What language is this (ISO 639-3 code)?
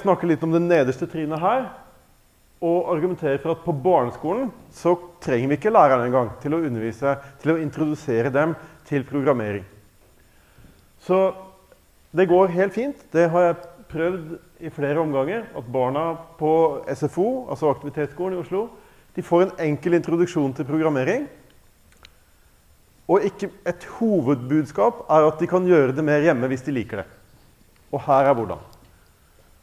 nor